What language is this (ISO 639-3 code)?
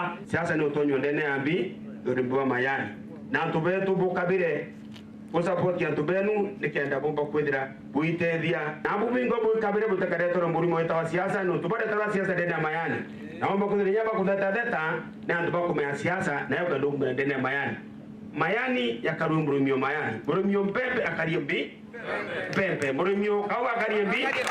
mer